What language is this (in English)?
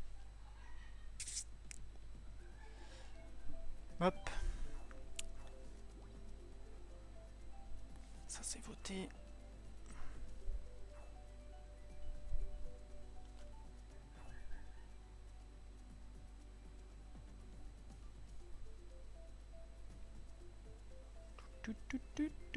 French